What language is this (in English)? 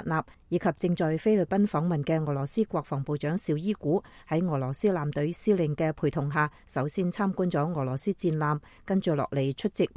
Cantonese